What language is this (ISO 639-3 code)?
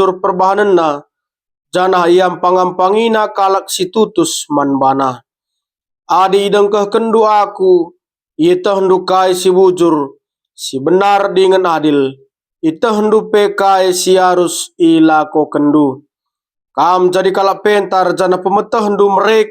btx